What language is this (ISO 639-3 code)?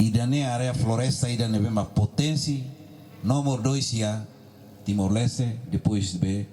tet